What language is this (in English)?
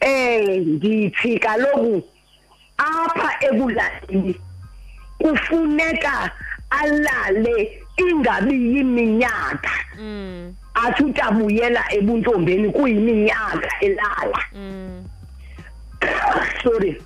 Xhosa